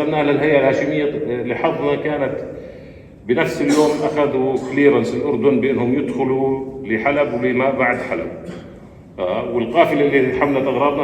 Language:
North Levantine Arabic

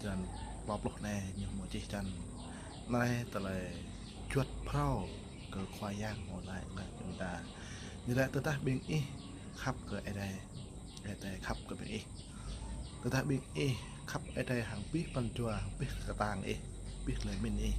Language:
Jarai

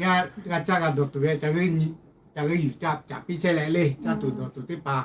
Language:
Lahu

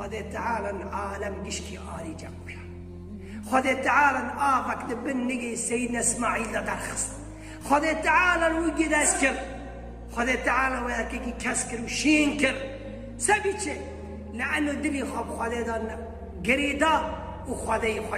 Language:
Kurdish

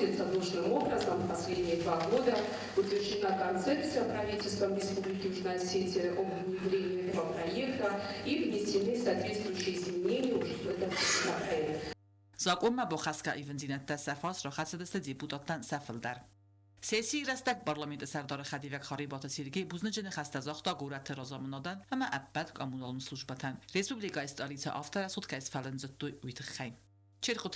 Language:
Ossetic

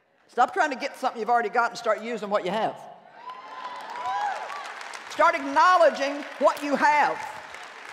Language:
English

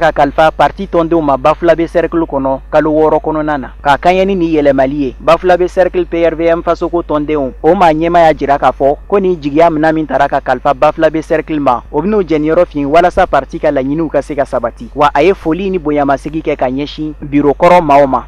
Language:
Bambara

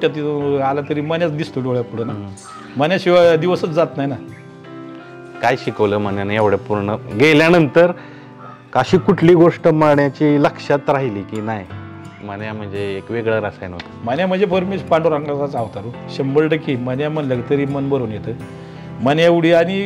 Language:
Marathi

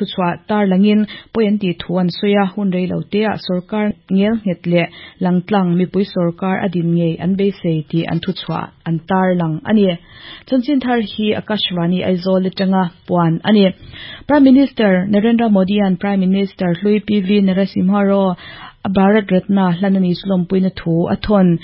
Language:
Mizo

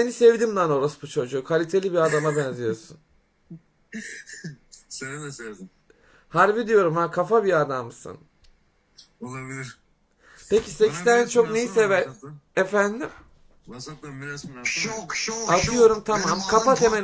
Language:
Turkish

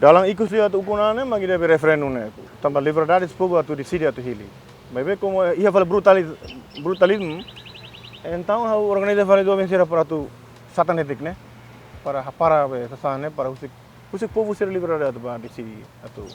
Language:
Tetum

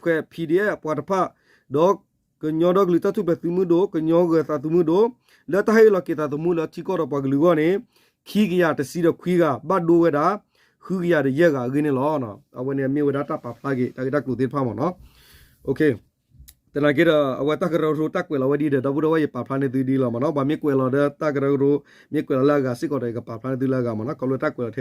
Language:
S'gaw Karen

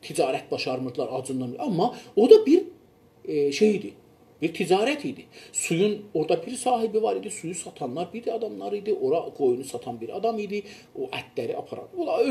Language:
South Azerbaijani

